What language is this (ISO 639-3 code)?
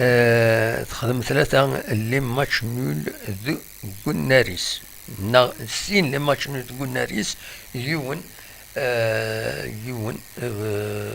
kab